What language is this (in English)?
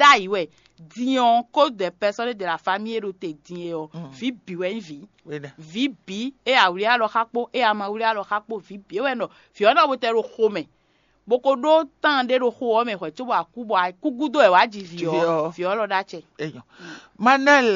Fon